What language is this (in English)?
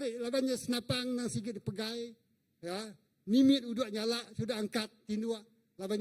Iban